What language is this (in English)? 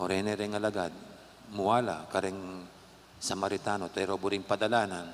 Pampanga